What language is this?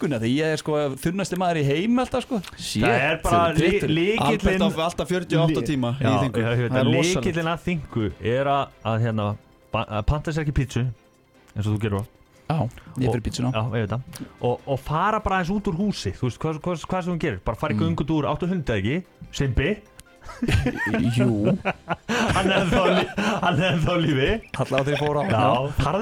Icelandic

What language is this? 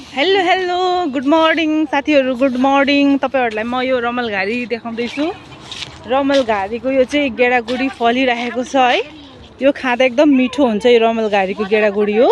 Nepali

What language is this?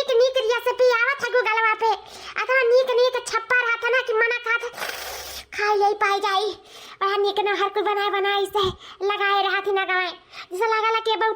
Awadhi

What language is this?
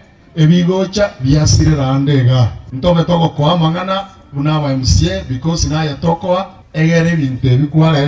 Gusii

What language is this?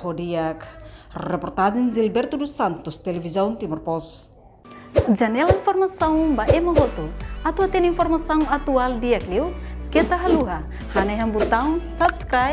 Tetum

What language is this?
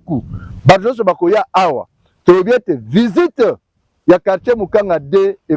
Lingala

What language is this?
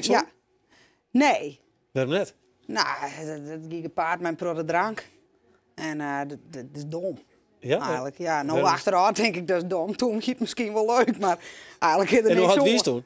Western Frisian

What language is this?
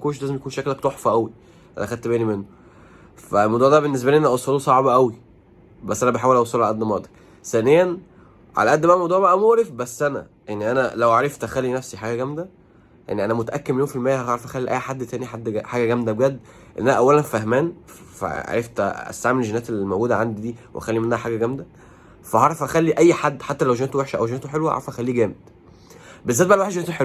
Egyptian Arabic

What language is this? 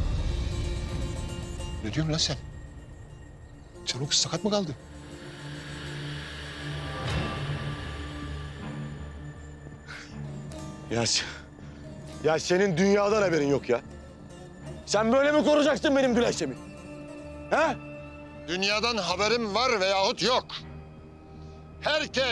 Turkish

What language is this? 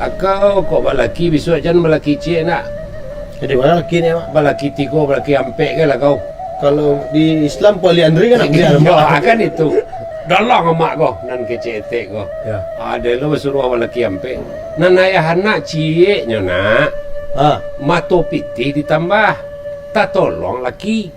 Minangkabau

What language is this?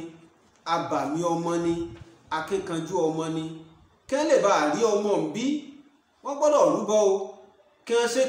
Yoruba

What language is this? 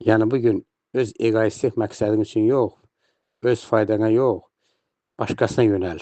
Azerbaijani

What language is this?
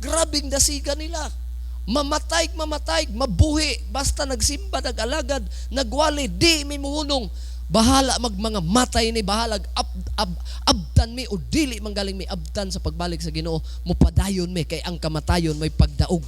Cebuano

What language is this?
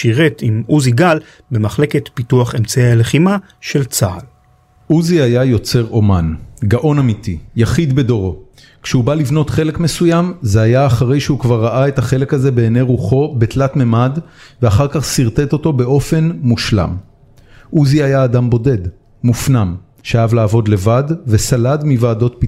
Hebrew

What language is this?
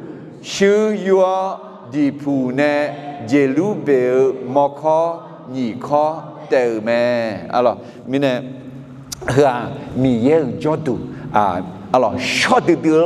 Akha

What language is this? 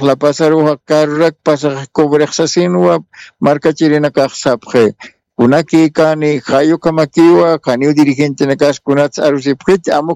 Aymara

